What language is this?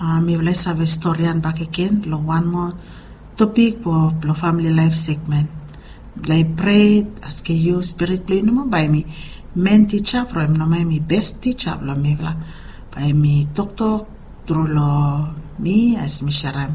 Bislama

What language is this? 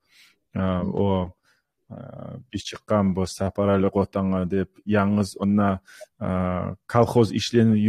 Kumyk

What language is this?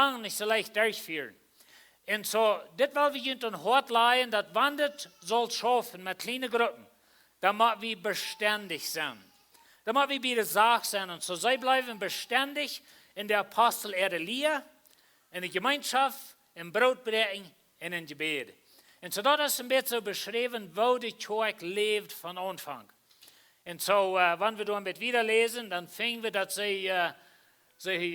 Plautdietsch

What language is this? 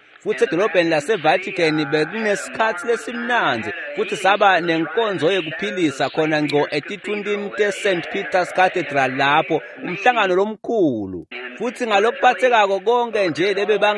Swati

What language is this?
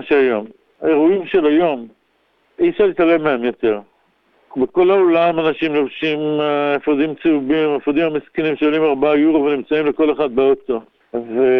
Hebrew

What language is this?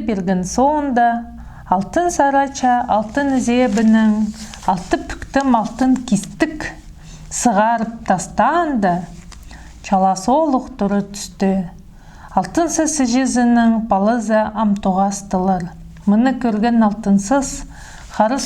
Khakas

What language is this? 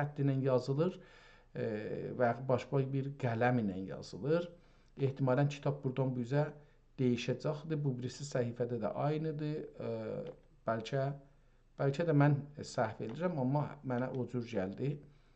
South Azerbaijani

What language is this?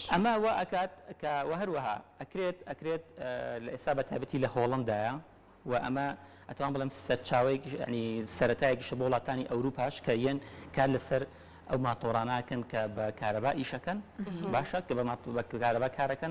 Central Kurdish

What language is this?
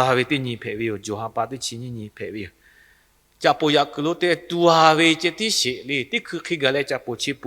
Lahu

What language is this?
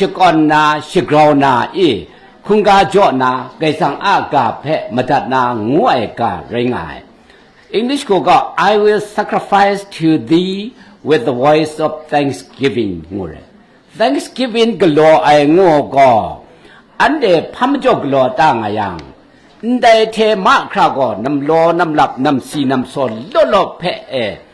Kachin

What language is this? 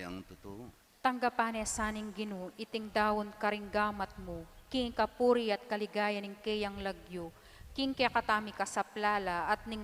Pampanga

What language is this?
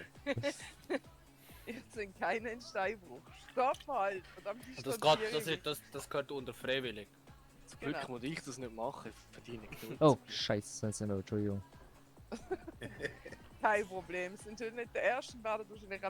Swiss German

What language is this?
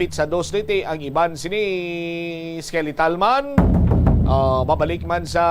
Hiligaynon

